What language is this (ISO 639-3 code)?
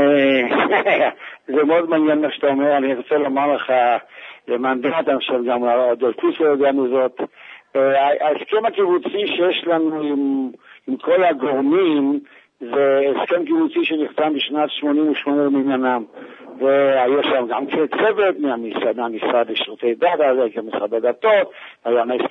heb